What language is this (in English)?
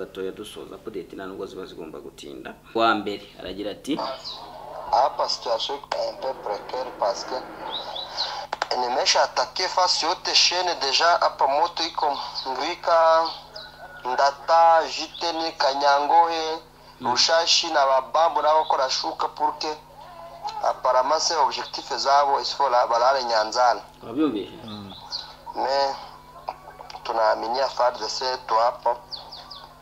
Kinyarwanda